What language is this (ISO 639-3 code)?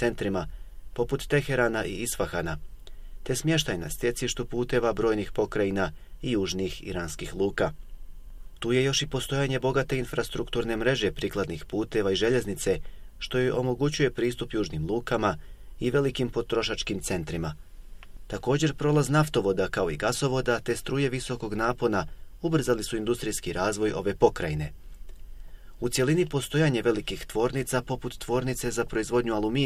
bos